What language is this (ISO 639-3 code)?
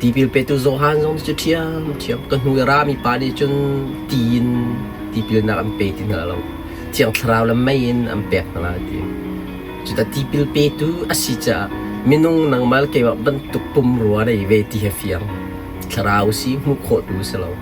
cnh